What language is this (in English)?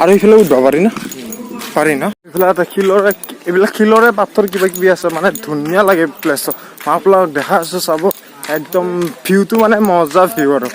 Assamese